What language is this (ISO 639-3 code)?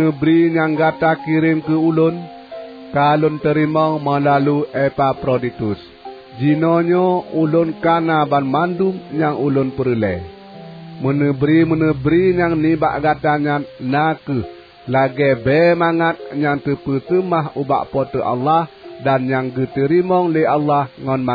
ace